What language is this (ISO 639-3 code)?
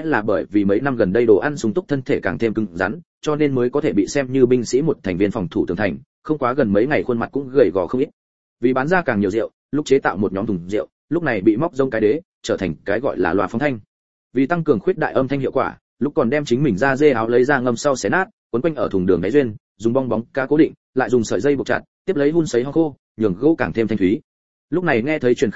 vie